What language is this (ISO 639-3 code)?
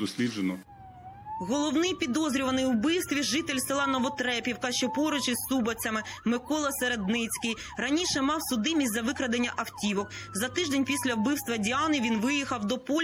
ukr